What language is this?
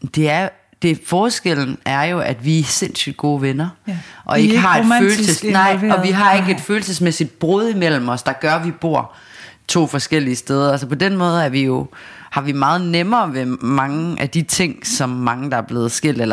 Danish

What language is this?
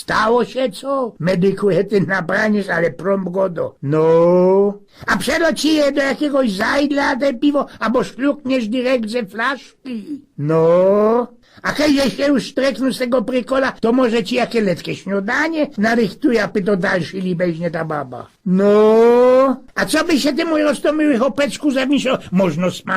Silesian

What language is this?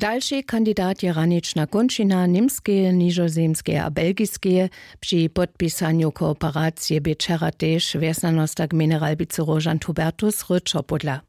Upper Sorbian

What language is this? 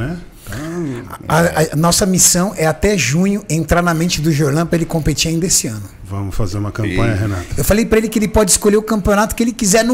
Portuguese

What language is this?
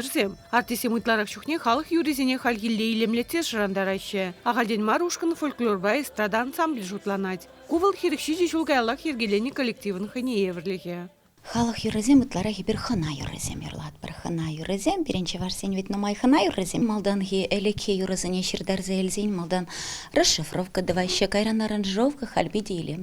Chuvash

